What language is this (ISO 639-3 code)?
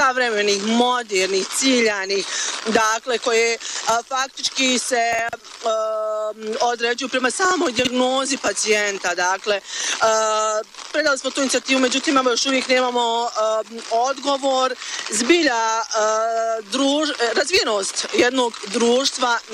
bos